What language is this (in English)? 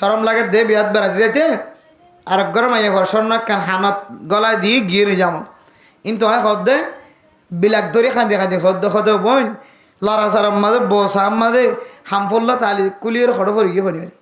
Rohingya